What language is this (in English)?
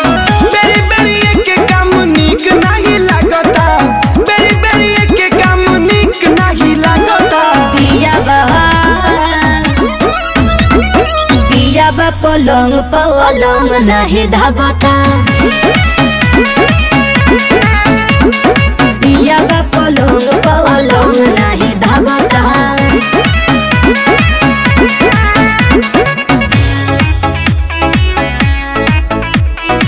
Bhojpuri